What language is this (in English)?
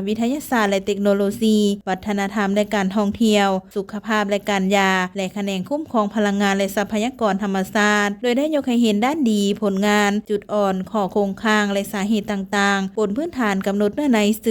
Lao